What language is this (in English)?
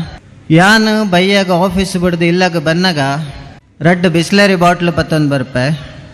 Tulu